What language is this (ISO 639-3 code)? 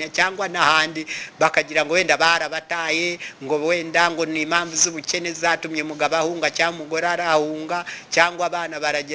kin